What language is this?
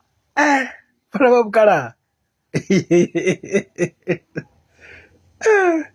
Venda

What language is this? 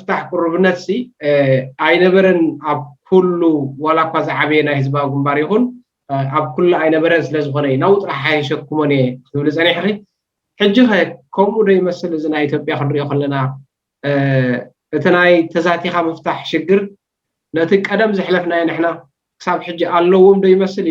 Tigrinya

